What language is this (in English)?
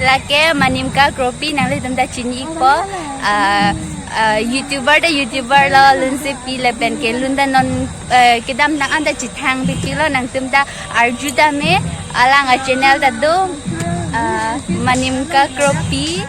Karbi